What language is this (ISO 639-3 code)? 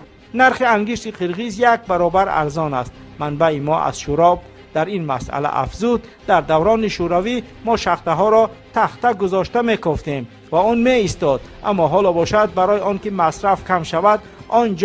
tgk